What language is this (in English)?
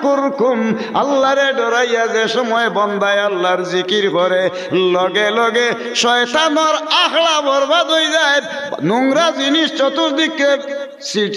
Sylheti